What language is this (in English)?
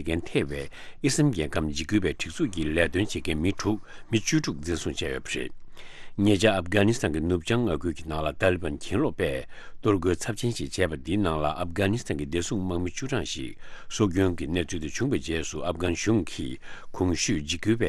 Tibetan